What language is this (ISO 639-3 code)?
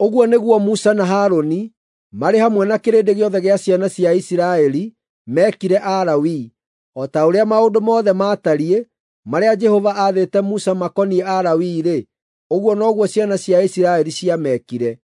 kik